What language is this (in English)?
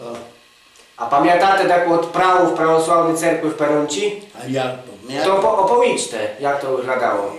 Rusyn